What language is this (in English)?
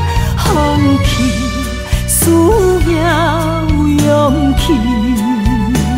Min Nan Chinese